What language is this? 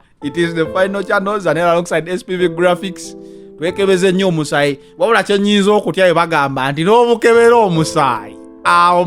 Ganda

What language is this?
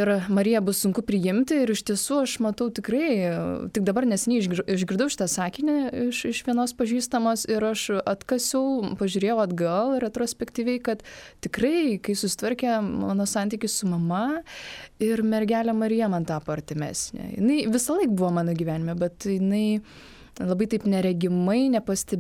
Lithuanian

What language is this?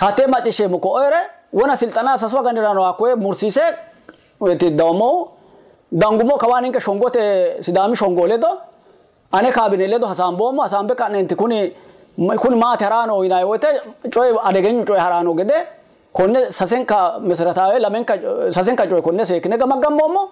Sidamo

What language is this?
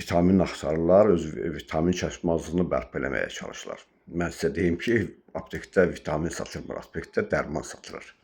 Azerbaijani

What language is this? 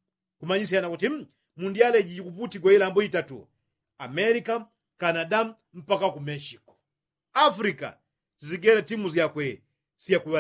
Yao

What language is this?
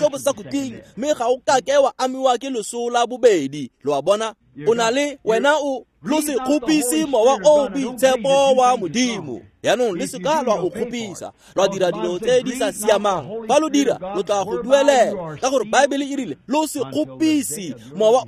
Tswana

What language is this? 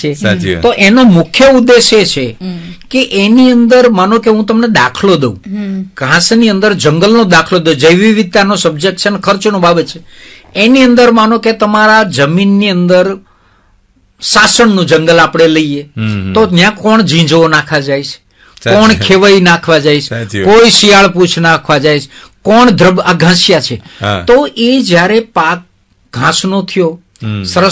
Gujarati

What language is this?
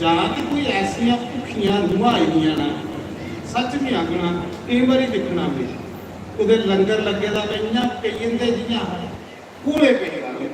Dogri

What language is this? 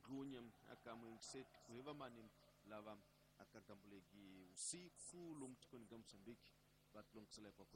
Tsonga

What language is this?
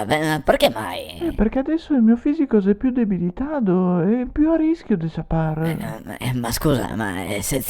Venetian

